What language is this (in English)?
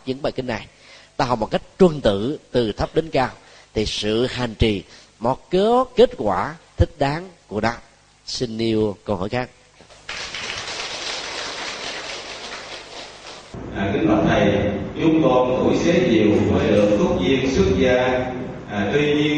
Vietnamese